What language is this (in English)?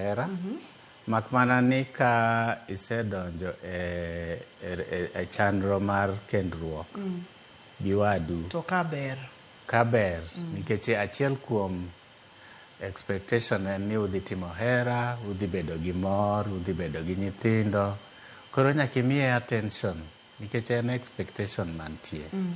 Luo (Kenya and Tanzania)